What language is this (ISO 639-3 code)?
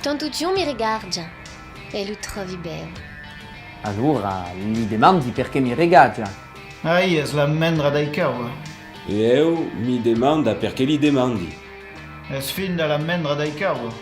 oci